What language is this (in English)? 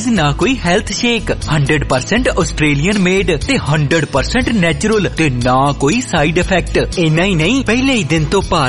Punjabi